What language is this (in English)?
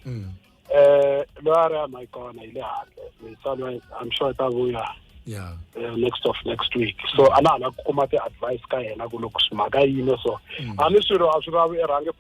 Tsonga